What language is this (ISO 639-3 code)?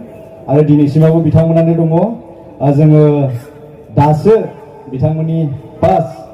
brx